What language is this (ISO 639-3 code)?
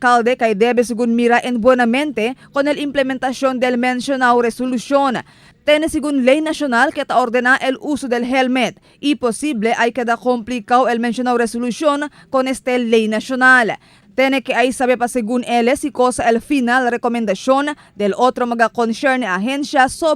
cbk